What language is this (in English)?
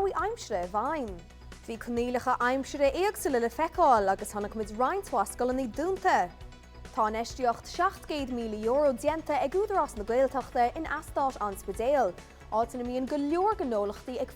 Irish